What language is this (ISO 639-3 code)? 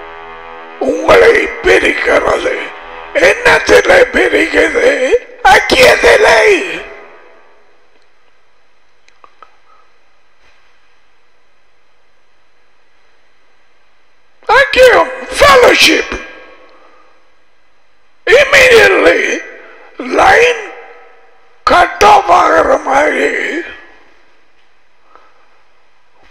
tam